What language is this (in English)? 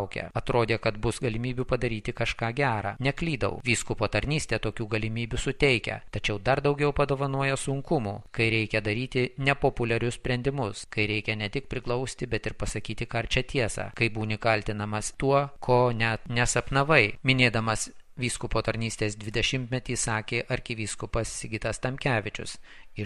Lithuanian